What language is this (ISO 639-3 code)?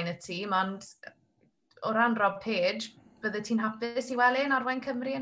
cym